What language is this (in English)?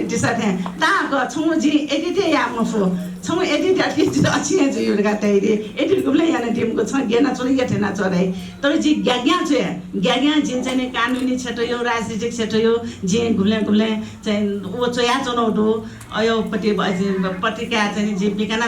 Newari